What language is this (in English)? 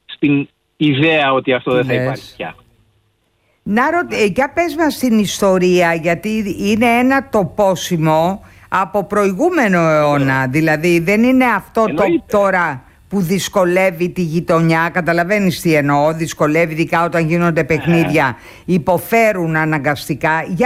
Greek